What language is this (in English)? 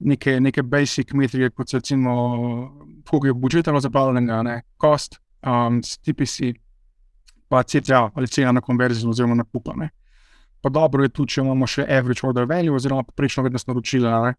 Slovenian